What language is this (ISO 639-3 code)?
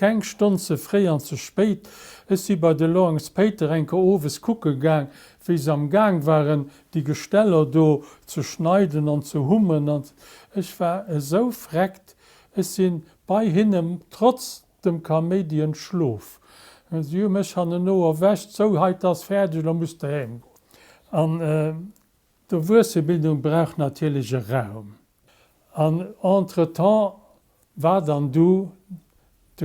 ltz